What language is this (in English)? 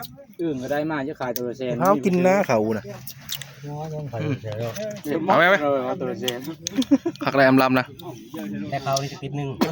Northeastern Thai